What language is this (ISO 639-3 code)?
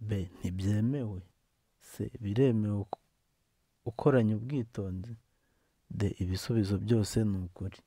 kin